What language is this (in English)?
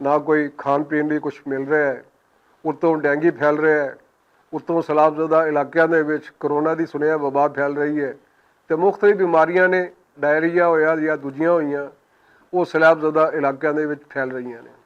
Western Panjabi